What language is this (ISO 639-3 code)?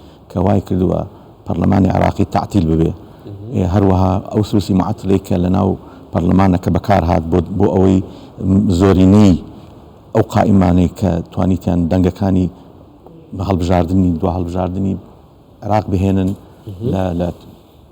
ckb